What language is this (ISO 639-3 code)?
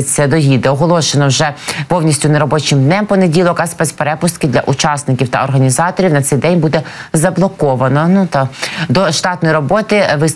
ukr